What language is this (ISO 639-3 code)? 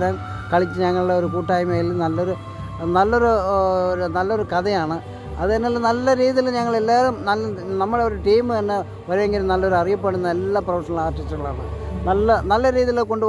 mal